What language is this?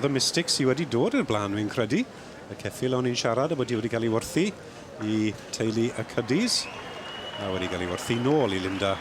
Welsh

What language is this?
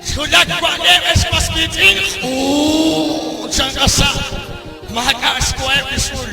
Kekchí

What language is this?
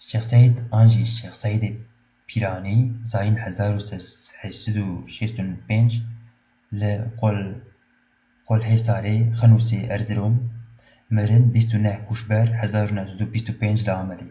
Kurdish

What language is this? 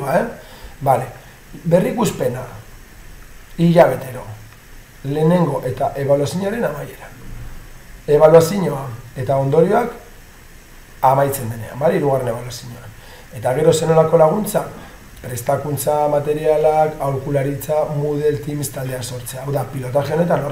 Basque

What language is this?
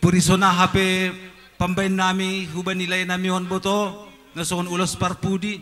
Batak Simalungun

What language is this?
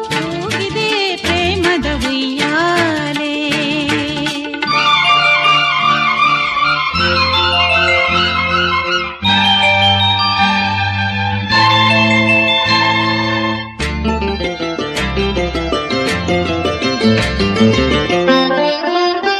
Kannada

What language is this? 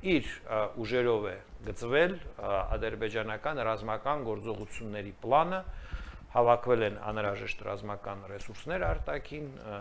Armenian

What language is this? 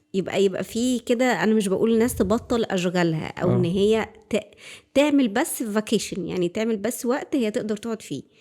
Egyptian Arabic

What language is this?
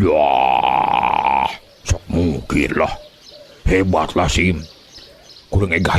Sundanese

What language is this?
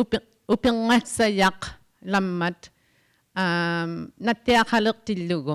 Inuktitut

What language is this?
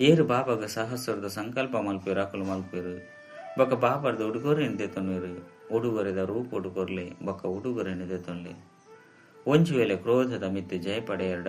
Tulu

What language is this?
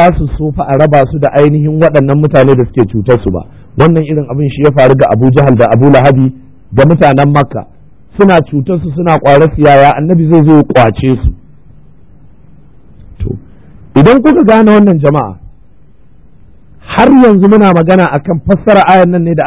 Hausa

